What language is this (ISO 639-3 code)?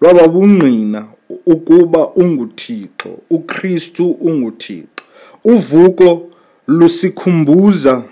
xho